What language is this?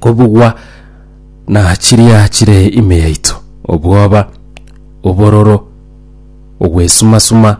Gusii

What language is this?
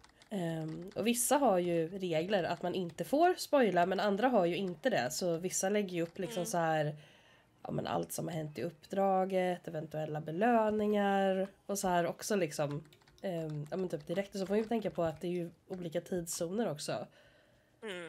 Swedish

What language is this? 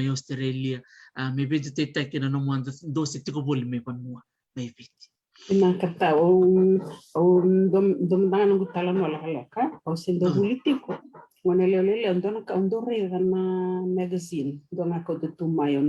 Fijian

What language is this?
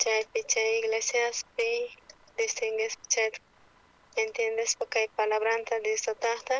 South Bolivian Quechua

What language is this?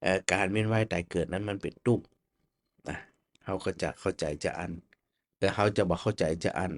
Northern Thai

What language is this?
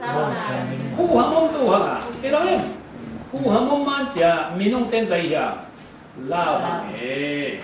Falam Chin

